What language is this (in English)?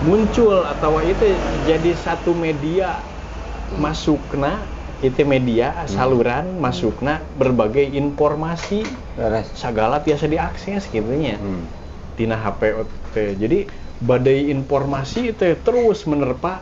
Sundanese